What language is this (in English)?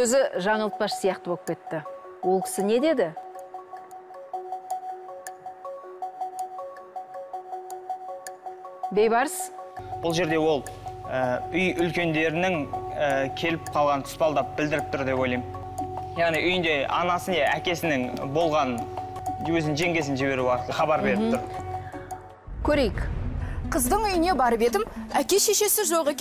Kazakh